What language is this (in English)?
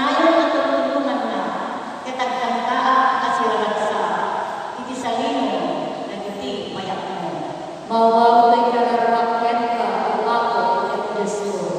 Iloko